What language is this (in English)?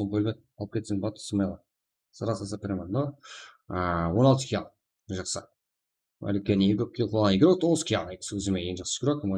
Kara-Kalpak